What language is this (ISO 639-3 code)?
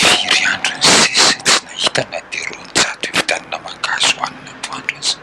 mlg